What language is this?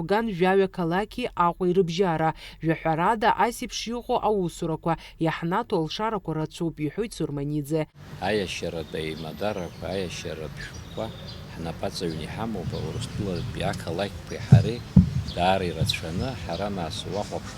Abkhazian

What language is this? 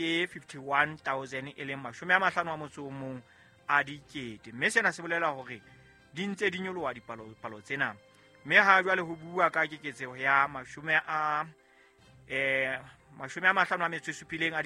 Southern Sotho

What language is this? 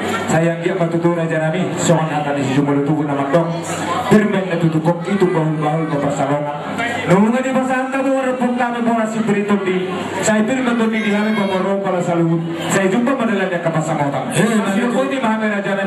Batak Toba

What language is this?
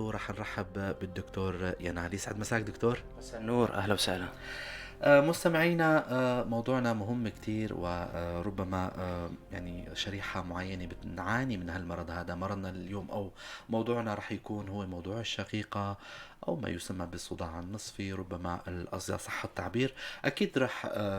North Levantine Arabic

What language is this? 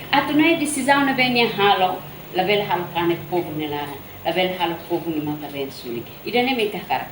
Tetum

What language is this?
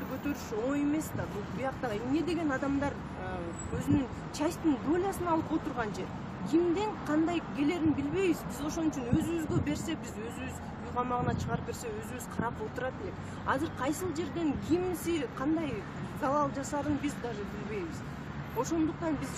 Kyrgyz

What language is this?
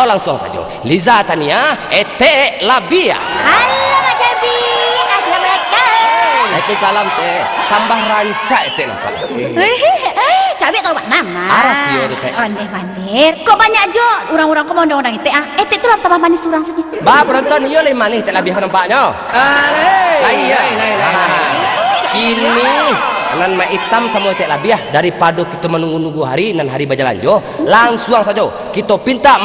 Minangkabau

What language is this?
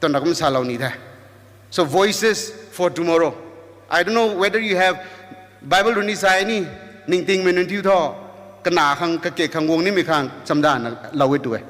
Rongmei Naga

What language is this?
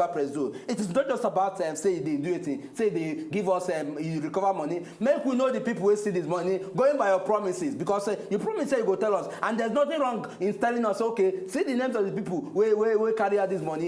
Nigerian Pidgin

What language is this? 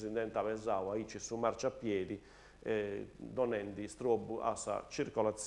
Sardinian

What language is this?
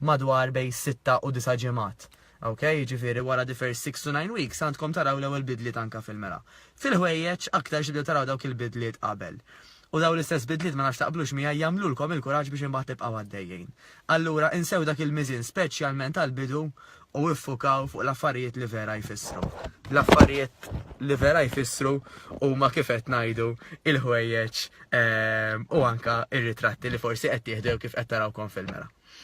Maltese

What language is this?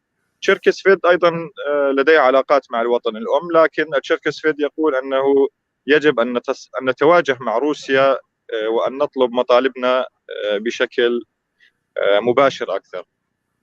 North Levantine Arabic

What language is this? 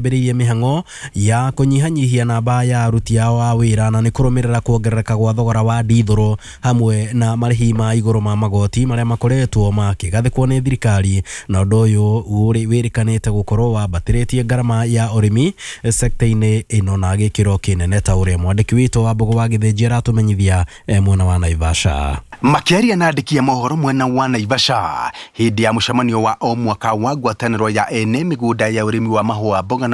Kikuyu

